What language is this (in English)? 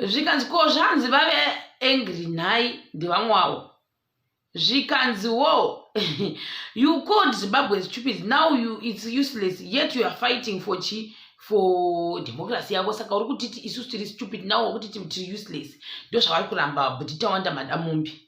Shona